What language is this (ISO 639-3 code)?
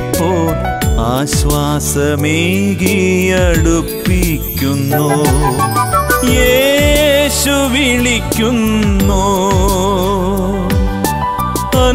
mal